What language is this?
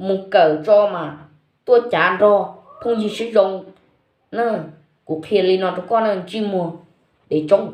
Hmong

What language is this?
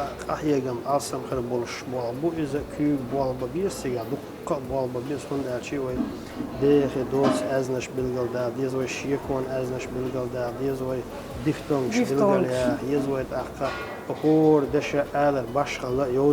Chechen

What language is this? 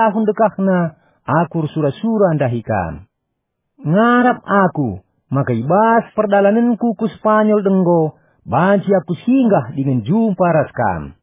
Batak Karo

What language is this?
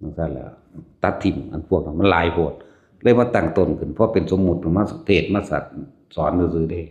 Northeastern Thai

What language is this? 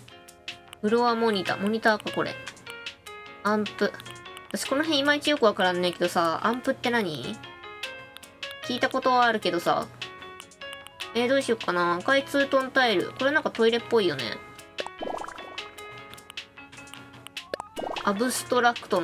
Japanese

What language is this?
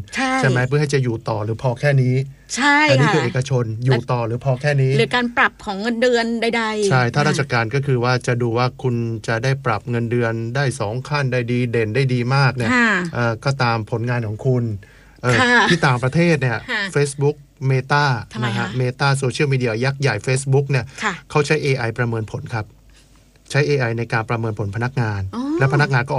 Thai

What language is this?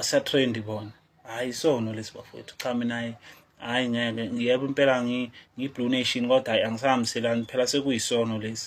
Zulu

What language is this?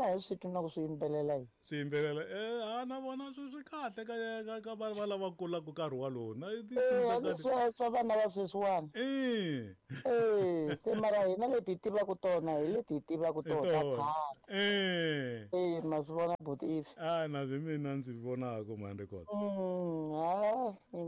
Tsonga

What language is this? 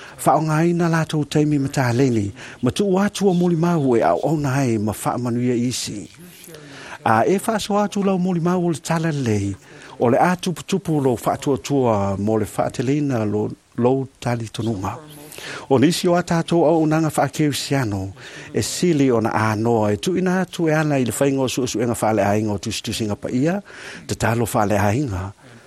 Samoan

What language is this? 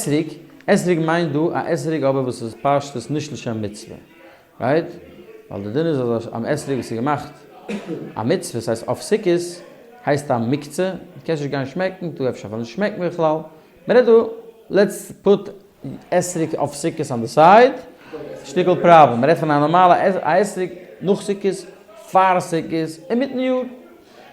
Yiddish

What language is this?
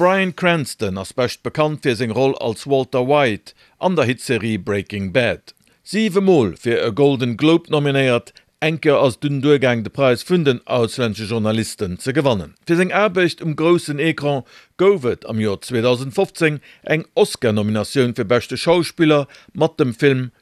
Luxembourgish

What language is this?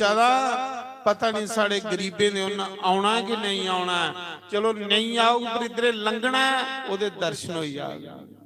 Dogri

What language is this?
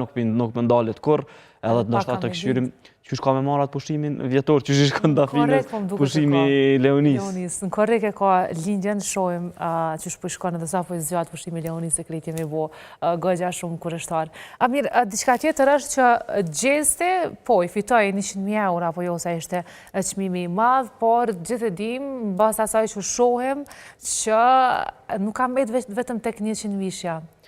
Albanian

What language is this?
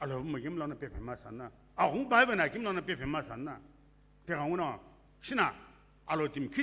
Sumi Naga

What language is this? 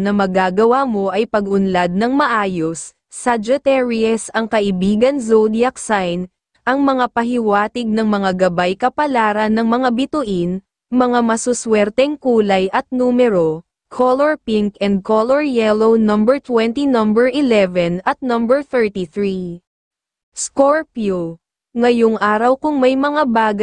Filipino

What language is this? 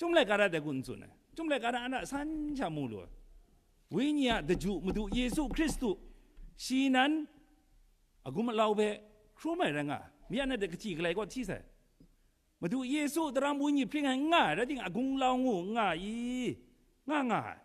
Kachin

